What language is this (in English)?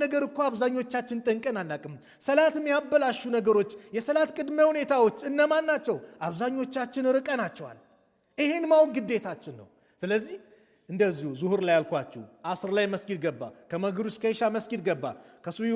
Amharic